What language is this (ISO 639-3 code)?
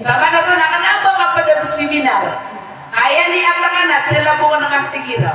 mrw